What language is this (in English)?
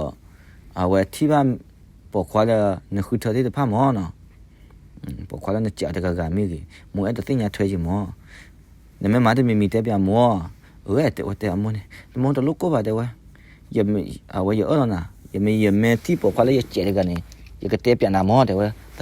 S'gaw Karen